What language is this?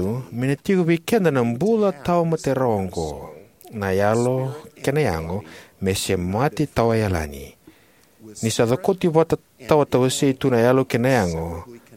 Fijian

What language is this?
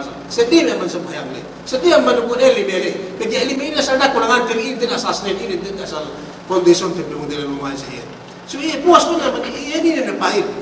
Yakan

